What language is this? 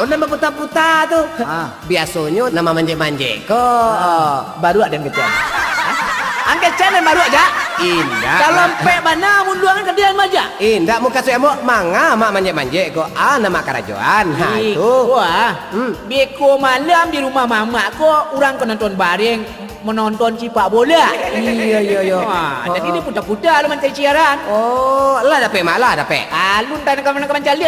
Minangkabau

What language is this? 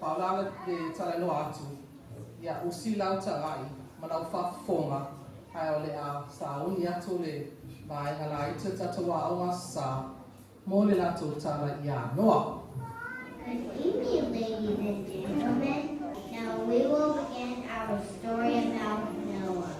Samoan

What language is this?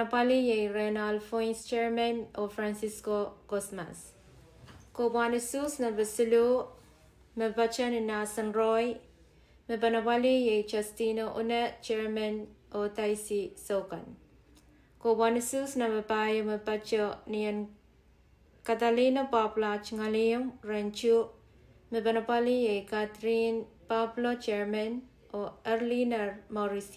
Pohnpeian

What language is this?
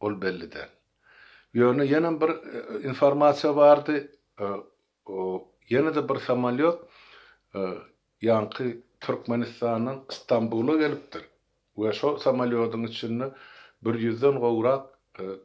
Turkmen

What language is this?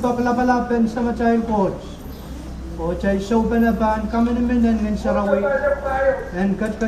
Pohnpeian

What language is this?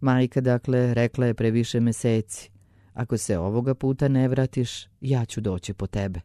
Serbian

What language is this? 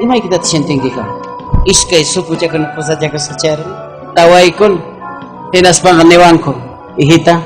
Ayacucho Quechua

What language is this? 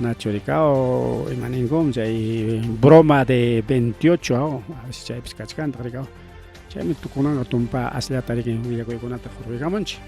Ayacucho Quechua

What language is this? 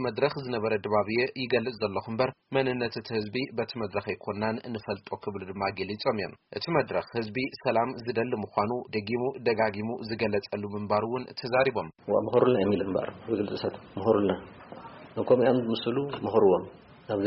Tigrinya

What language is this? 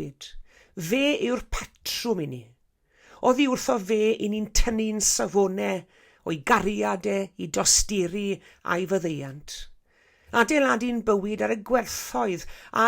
Welsh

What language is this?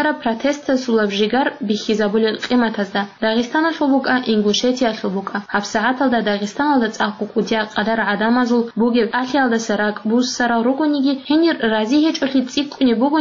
Avaric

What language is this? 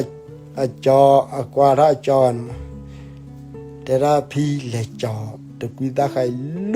S'gaw Karen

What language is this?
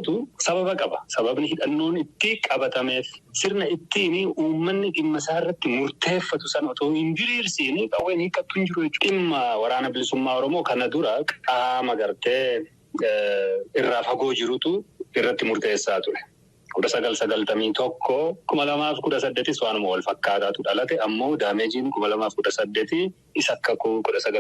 Oromo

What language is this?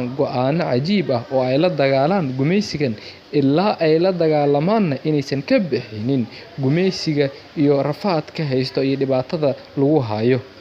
Somali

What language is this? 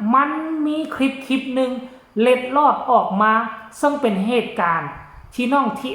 Lao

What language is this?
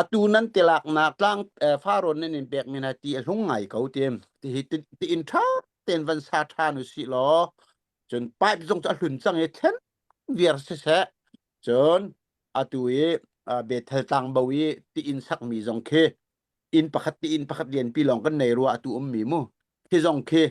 Hakha Chin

